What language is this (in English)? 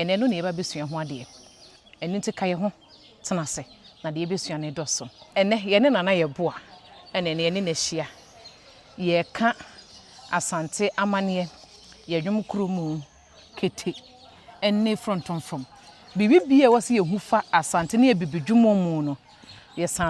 Akan